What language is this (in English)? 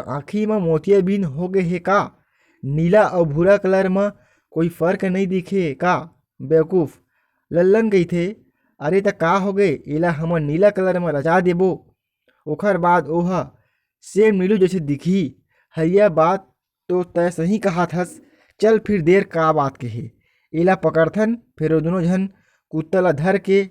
Chhattisgarhi